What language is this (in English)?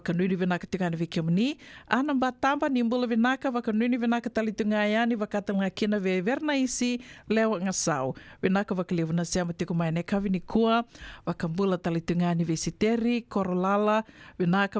Fijian